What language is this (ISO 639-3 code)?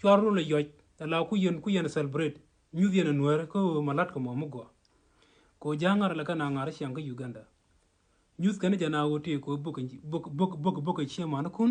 nus